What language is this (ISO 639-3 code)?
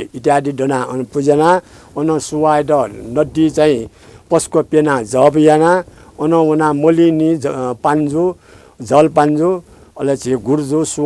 new